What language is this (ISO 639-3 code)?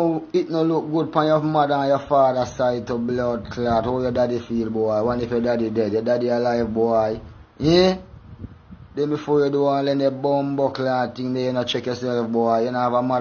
jam